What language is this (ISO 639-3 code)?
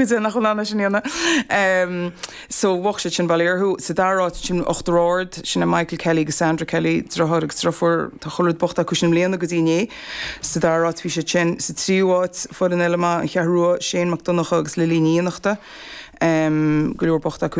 gle